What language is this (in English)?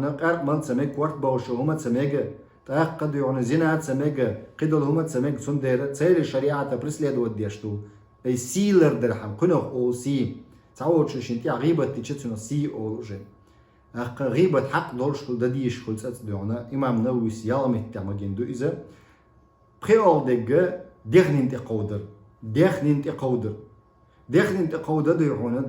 Chechen